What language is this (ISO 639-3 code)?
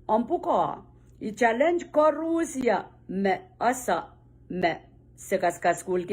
pon